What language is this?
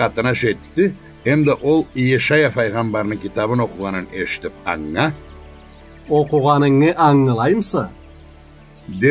Karachay-Balkar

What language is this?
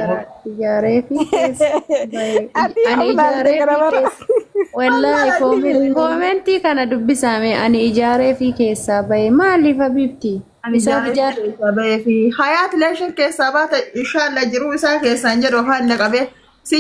Oromo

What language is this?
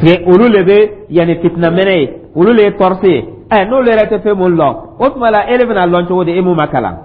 Dyula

